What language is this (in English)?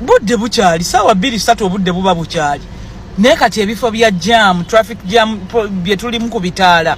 Ganda